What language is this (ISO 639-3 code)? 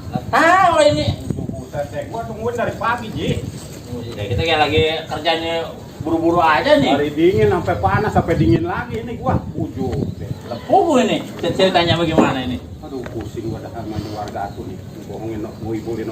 bew